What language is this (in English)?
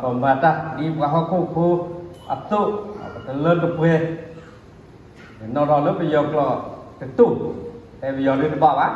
S'gaw Karen